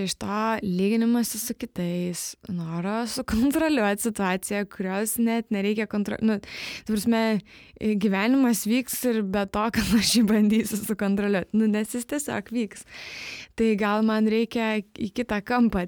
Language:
Lithuanian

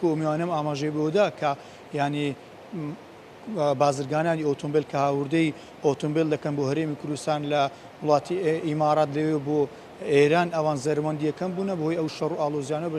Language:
Central Kurdish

